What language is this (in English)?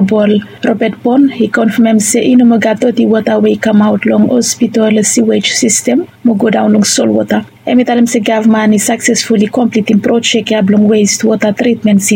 Bislama